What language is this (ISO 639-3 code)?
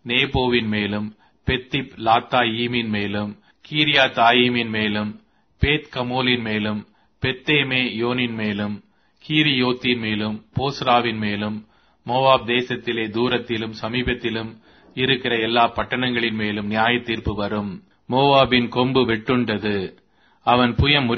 tam